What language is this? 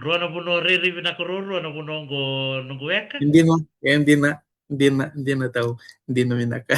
Fijian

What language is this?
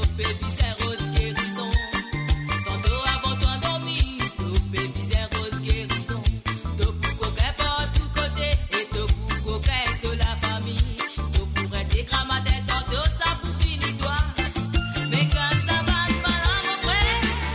Morisyen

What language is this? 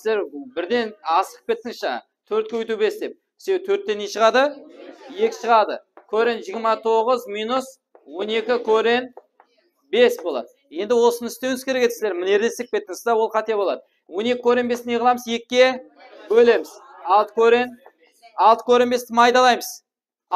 Kara-Kalpak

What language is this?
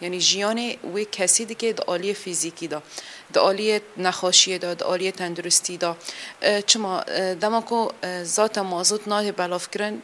Kurdish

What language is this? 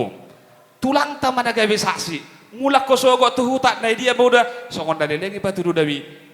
Batak Toba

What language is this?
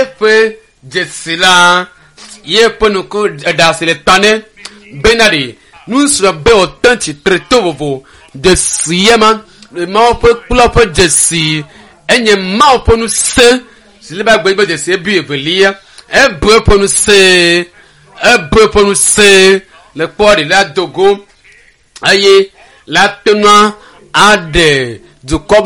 Ewe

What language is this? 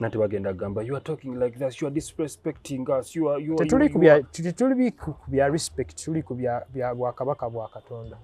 Ganda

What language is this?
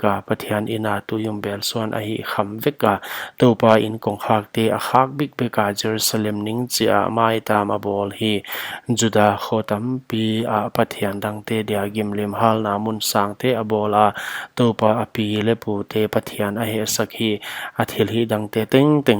Paite Chin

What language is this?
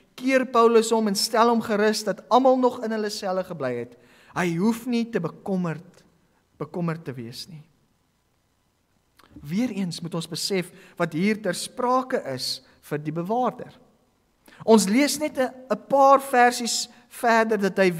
Afrikaans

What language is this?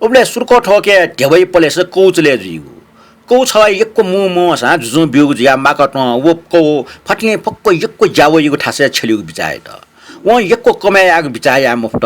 Newari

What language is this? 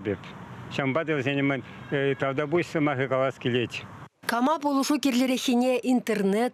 Chuvash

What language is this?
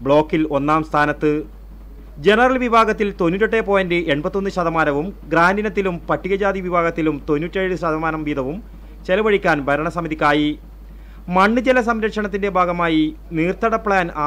Malayalam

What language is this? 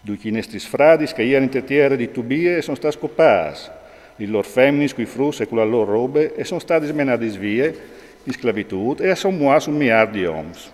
Friulian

